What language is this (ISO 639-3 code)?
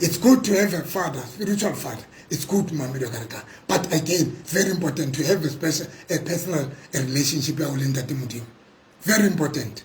sot